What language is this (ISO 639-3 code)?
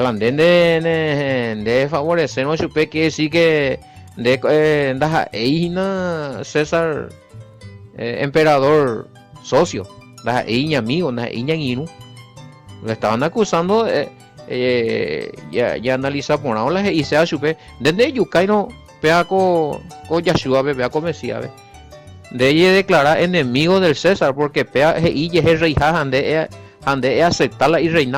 grn